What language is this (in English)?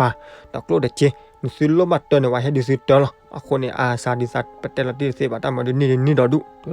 S'gaw Karen